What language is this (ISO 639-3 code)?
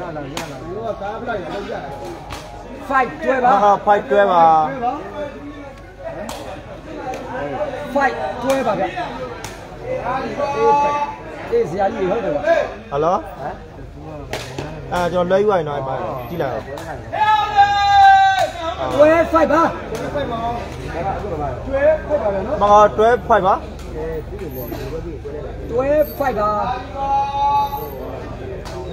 mya